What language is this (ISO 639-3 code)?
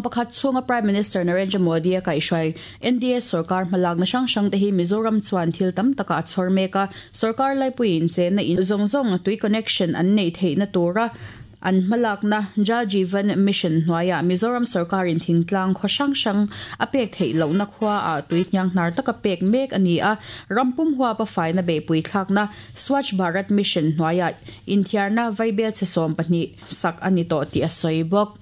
lus